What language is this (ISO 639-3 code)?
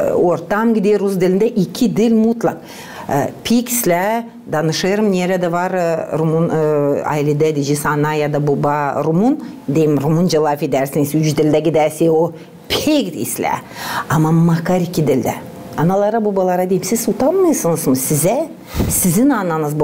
gag